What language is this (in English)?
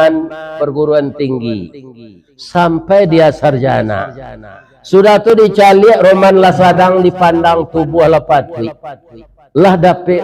Minangkabau